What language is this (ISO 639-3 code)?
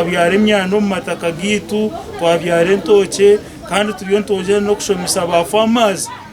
nyn